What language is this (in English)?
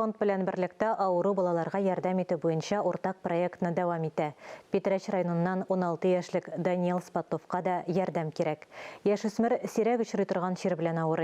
Tatar